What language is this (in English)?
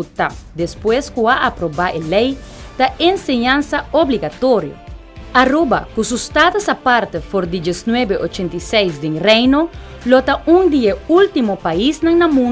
Papiamento